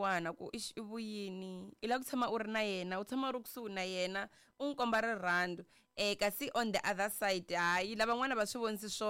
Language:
Tsonga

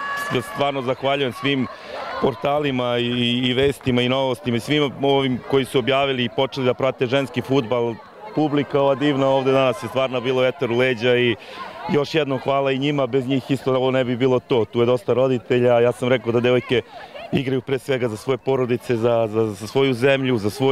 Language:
Serbian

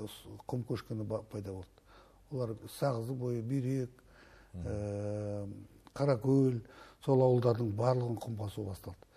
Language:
Kazakh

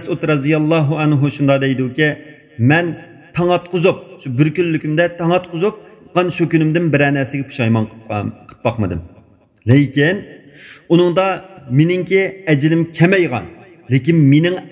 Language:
Uyghur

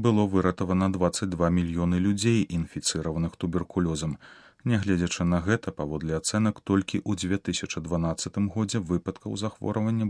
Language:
Belarusian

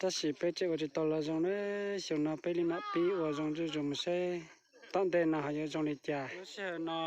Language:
Hmong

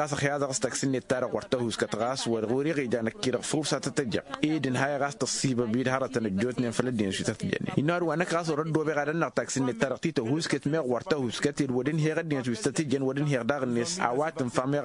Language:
Tamasheq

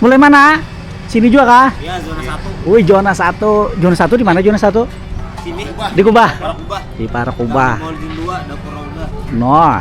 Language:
Banjar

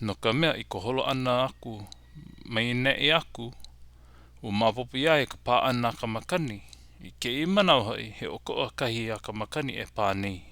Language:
Hawaiian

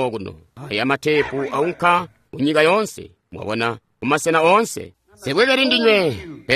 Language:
Tonga (Zambia)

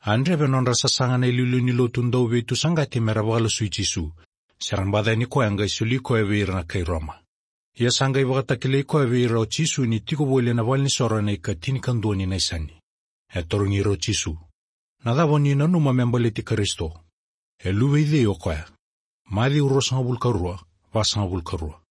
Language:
Fijian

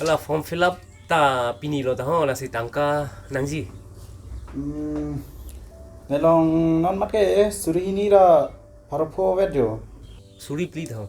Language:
Karbi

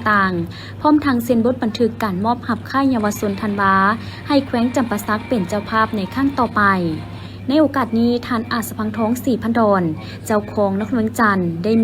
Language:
Lao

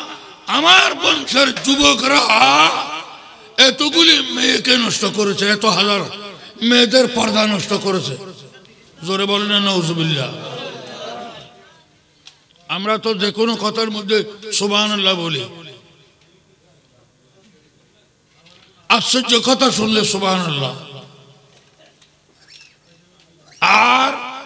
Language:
Bangla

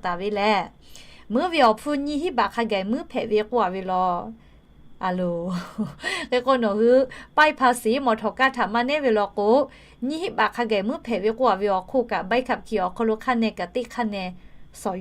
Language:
Lahu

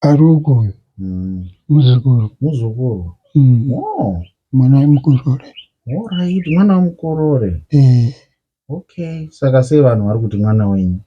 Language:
Shona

